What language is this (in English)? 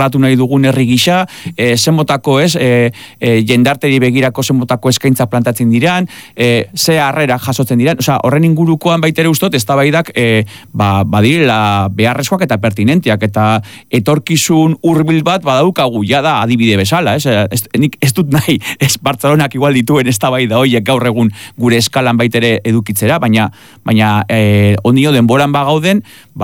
Basque